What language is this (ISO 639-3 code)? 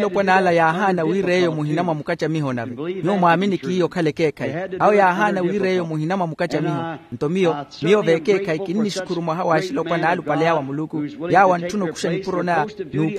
vmw